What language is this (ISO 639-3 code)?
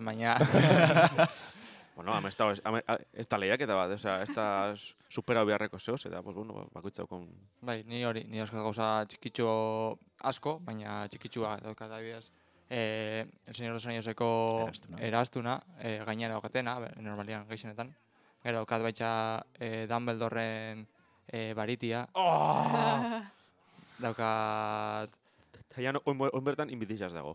eus